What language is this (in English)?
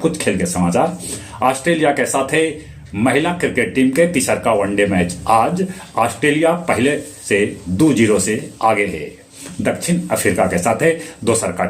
Magahi